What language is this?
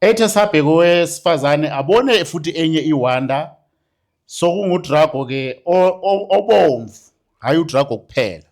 Zulu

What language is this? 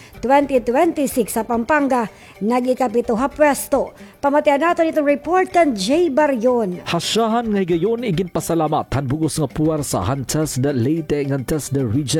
Waray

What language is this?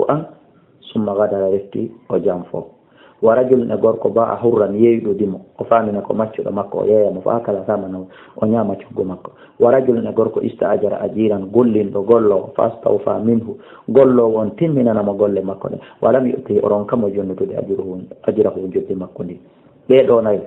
Fula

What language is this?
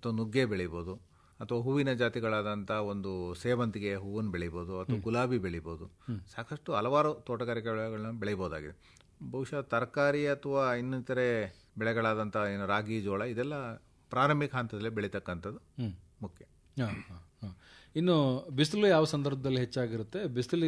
Kannada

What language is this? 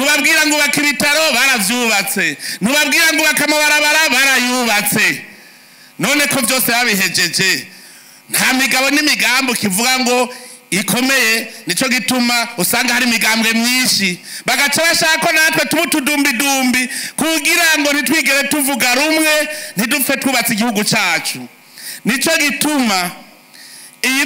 Rundi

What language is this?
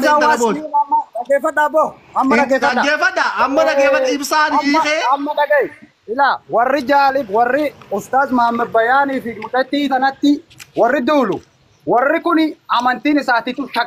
Oromo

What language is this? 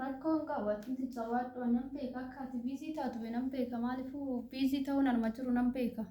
Oromo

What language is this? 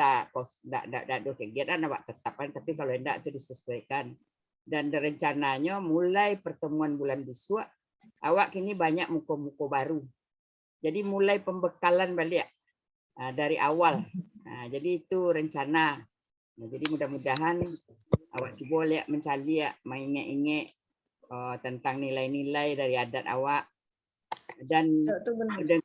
Minangkabau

